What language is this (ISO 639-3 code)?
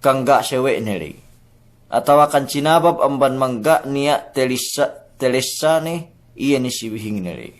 yka